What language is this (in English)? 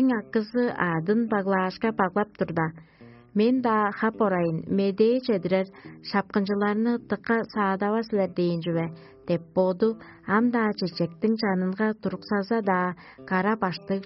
Tuvinian